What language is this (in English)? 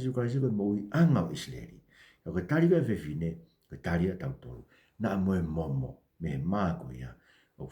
Tongan